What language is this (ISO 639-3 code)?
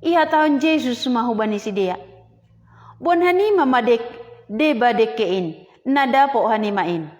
bts